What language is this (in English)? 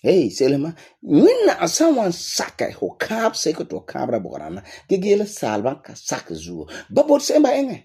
Frafra